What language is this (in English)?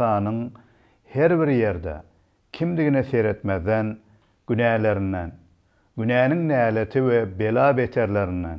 Turkmen